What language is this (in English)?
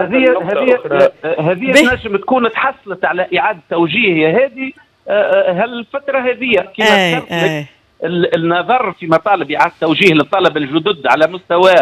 Tunisian Arabic